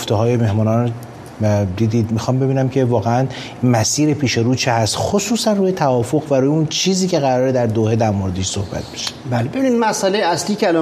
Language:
Persian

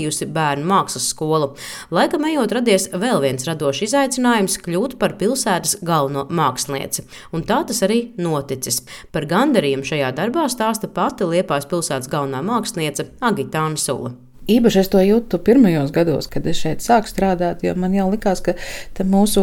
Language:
Latvian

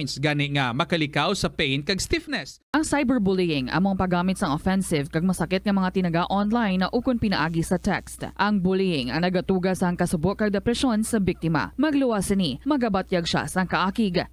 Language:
Hiligaynon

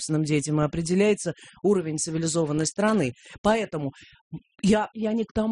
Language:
Russian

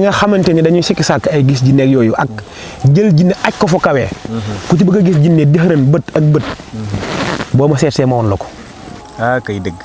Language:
Wolof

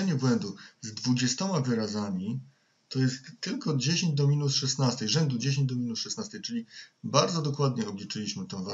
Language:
Polish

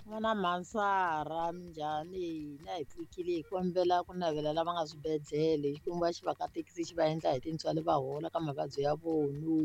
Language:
Tsonga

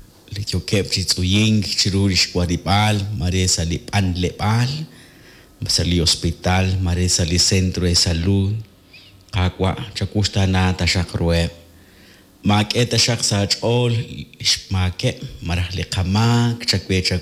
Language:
Kekchí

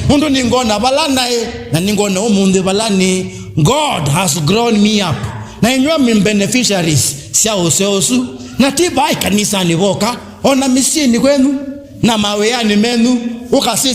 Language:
Kamba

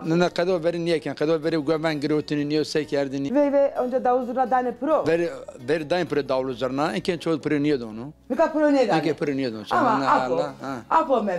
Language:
Zaza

